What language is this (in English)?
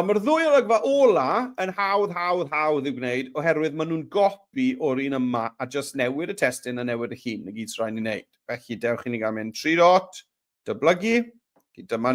Welsh